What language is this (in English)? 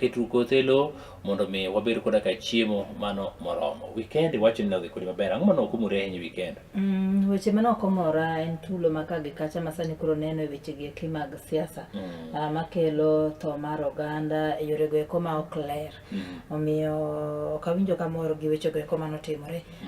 Luo (Kenya and Tanzania)